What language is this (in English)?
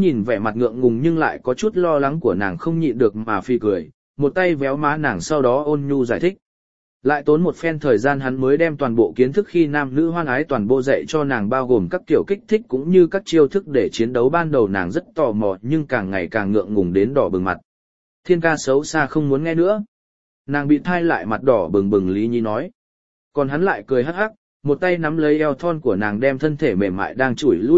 Vietnamese